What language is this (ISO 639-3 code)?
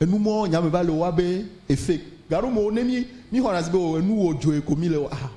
ewe